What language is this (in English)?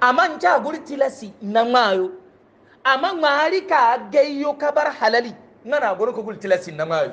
Hausa